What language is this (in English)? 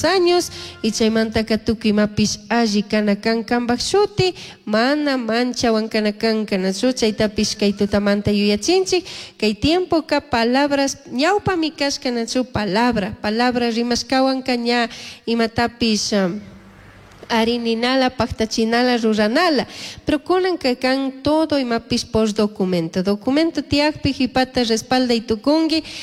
Chimborazo Highland Quichua